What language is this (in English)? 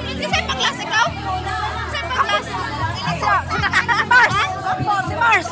Cebuano